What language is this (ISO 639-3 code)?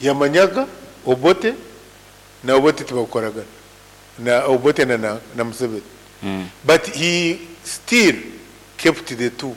nyn